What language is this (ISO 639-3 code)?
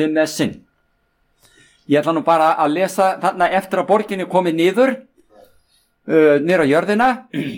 isl